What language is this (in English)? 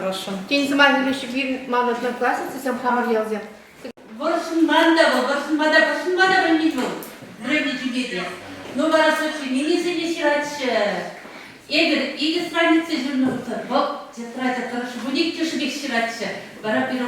Chuvash